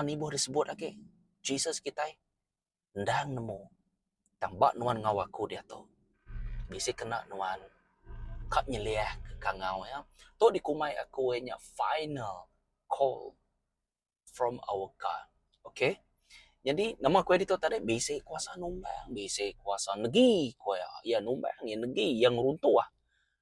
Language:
Iban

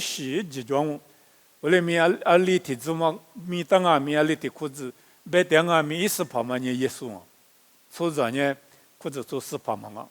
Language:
Lisu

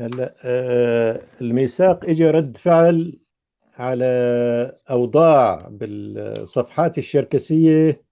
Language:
North Levantine Arabic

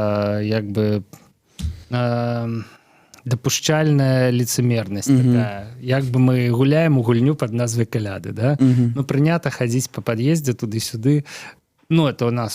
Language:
Belarusian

